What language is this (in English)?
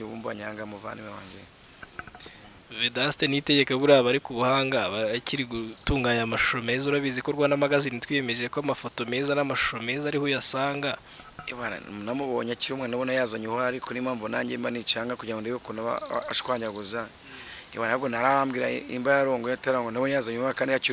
Kinyarwanda